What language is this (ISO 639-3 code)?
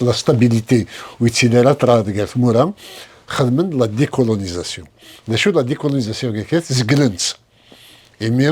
kab